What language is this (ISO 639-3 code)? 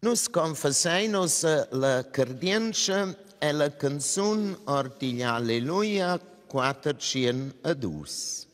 roh